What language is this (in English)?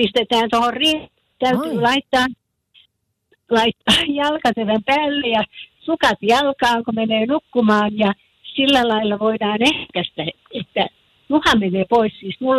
Finnish